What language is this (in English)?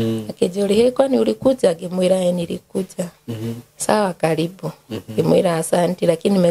Kikuyu